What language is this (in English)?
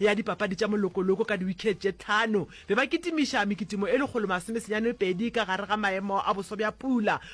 Northern Sotho